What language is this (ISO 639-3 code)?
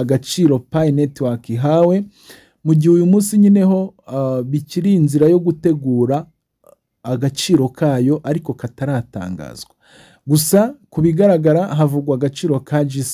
kin